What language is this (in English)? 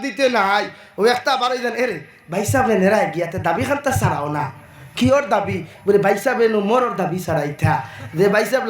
Sylheti